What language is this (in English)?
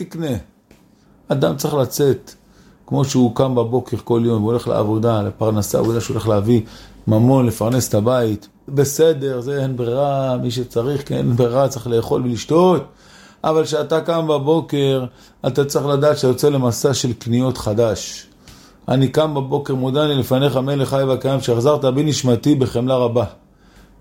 Hebrew